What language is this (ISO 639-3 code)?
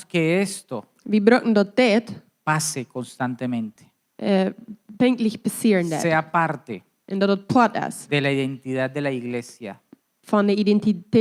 pdt